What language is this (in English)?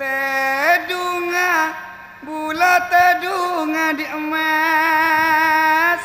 Madurese